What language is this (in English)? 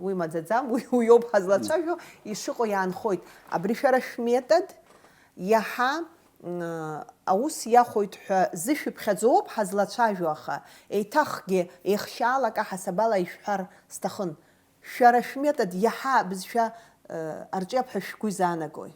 Abkhazian